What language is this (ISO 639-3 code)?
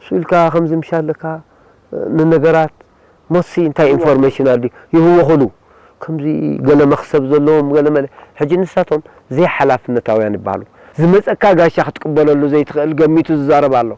tir